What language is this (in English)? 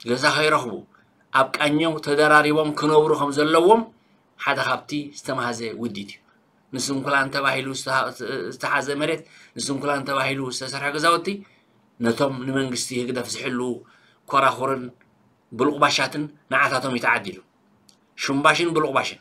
Tigrinya